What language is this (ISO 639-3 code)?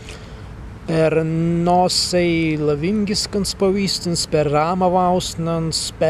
prg